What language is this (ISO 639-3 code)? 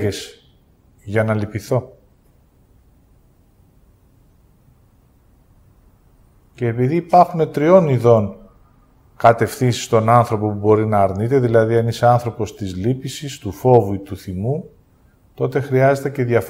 ell